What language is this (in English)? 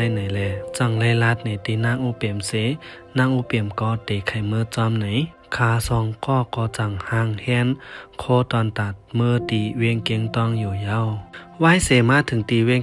Shan